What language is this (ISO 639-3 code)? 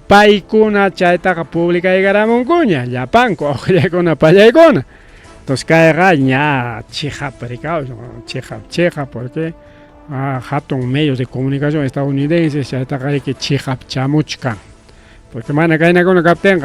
quy